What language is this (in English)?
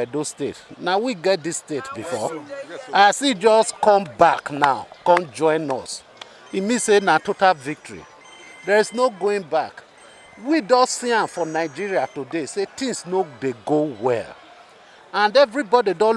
Nigerian Pidgin